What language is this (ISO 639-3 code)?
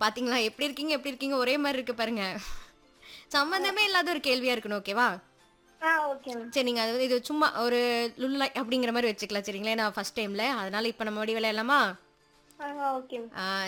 tam